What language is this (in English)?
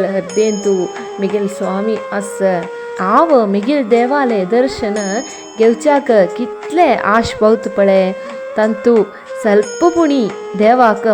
Konkani